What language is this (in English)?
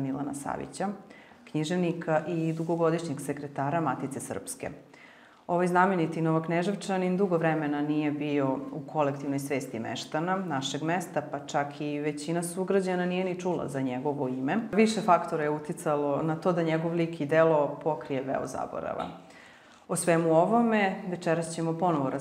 Serbian